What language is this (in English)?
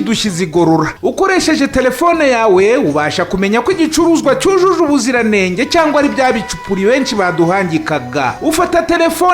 Kinyarwanda